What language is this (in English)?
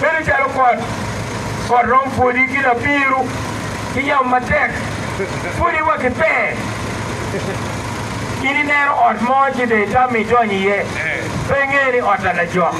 Acoli